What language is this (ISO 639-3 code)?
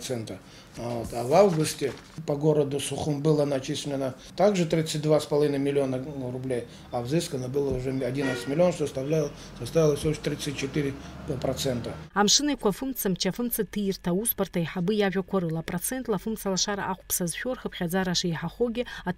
abk